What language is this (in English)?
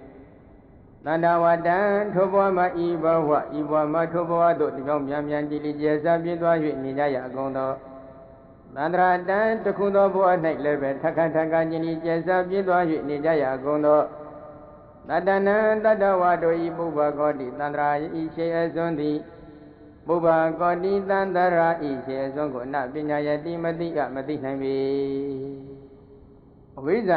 Burmese